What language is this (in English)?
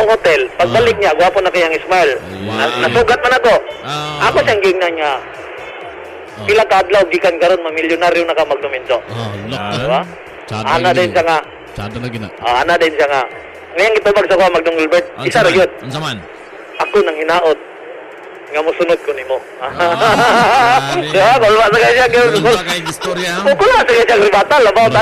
Cebuano